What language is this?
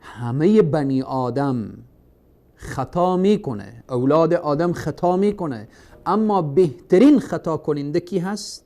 Persian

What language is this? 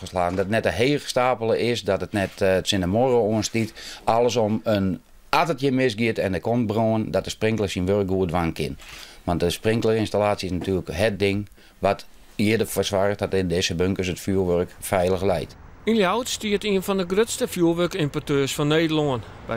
Western Frisian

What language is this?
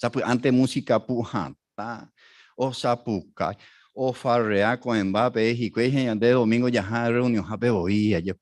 Guarani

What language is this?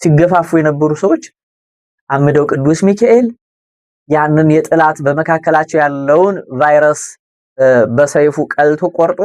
Amharic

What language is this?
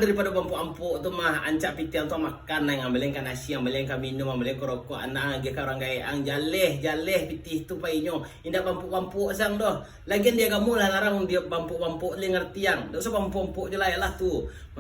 Minangkabau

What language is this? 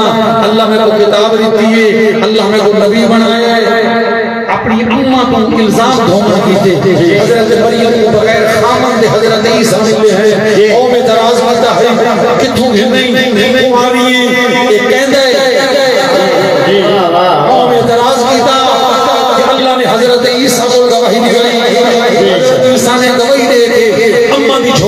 Saraiki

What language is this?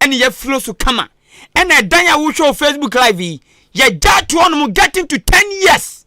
Akan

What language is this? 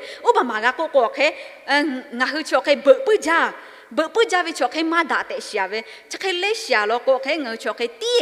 Lahu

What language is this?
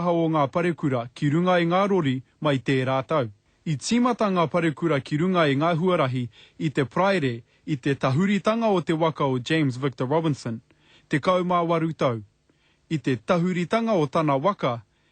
Māori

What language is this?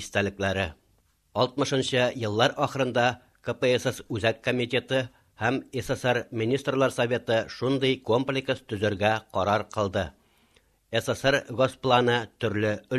Tatar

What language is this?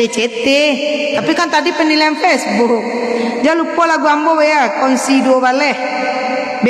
Minangkabau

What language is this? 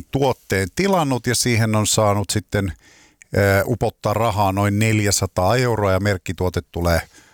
Finnish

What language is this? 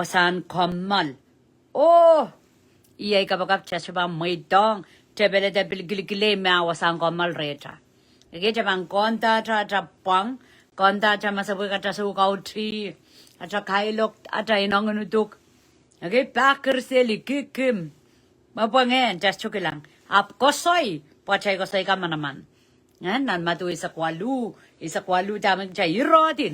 Pohnpeian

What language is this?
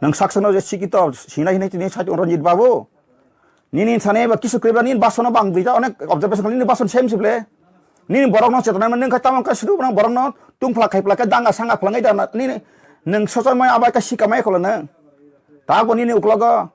Riang (India)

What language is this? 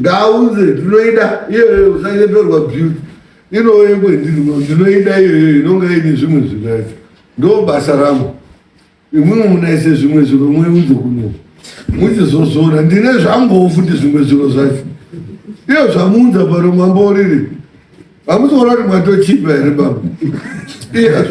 Shona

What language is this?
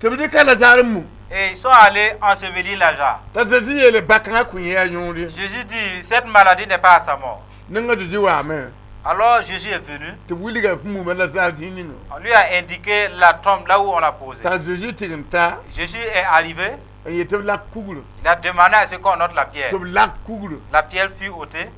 Mossi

